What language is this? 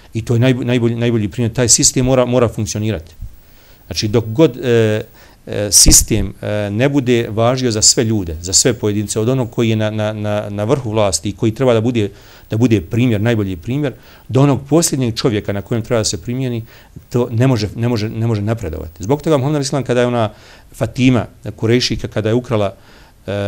Bosnian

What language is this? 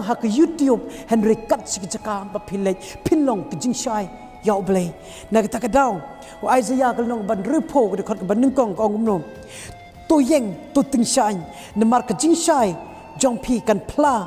Khasi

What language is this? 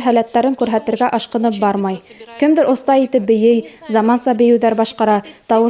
Bashkir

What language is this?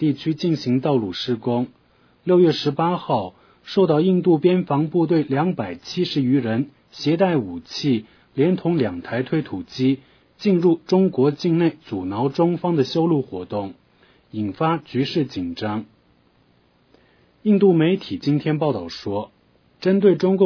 Chinese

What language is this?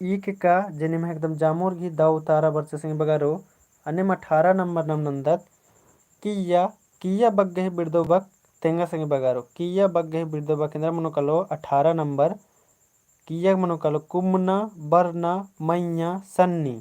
Kurukh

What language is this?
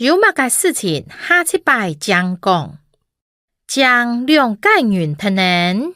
Hakka Chinese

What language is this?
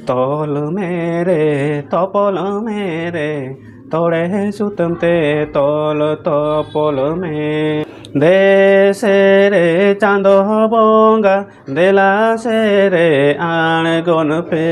Santali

